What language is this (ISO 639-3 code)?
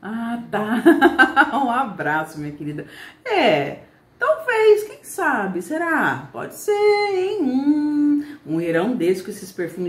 por